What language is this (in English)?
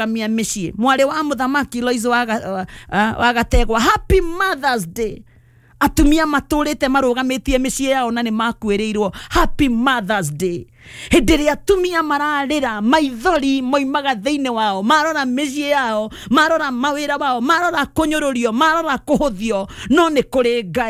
Kikuyu